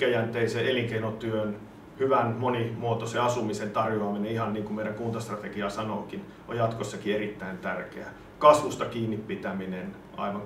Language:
Finnish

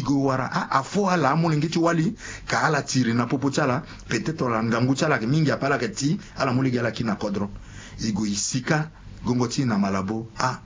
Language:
Sango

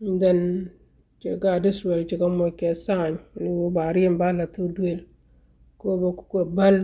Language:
Nuer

